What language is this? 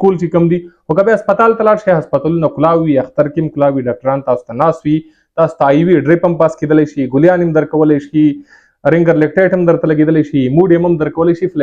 Pashto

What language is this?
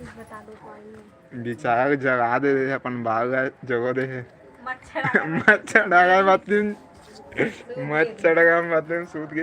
Chhattisgarhi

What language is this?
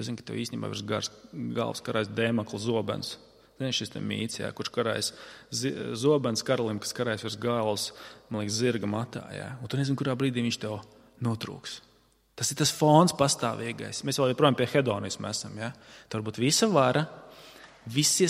Latvian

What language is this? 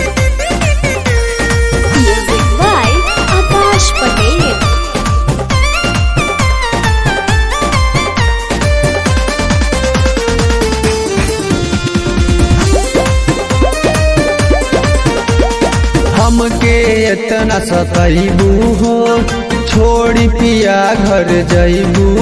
Bhojpuri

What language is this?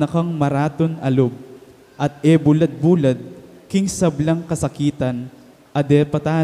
Pampanga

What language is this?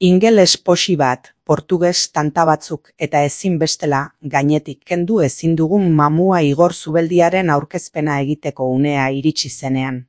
Basque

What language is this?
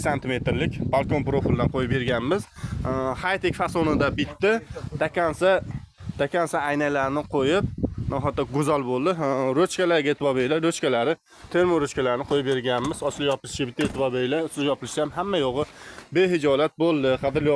Uzbek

